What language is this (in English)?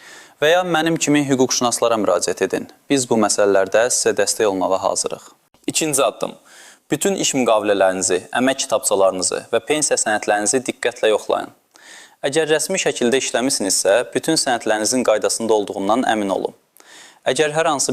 Azerbaijani